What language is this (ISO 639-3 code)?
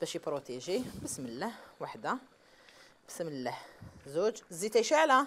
arq